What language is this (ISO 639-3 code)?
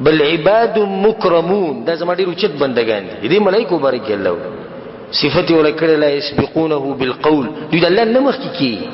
pus